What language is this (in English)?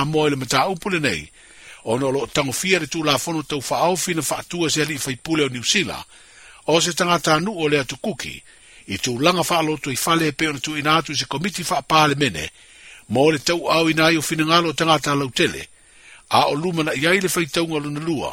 Samoan